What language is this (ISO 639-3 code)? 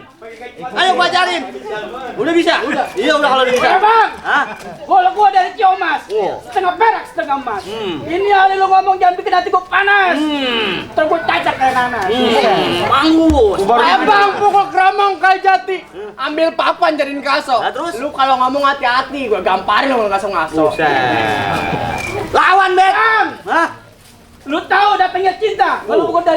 bew